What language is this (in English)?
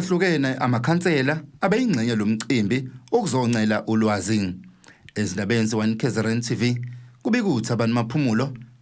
Zulu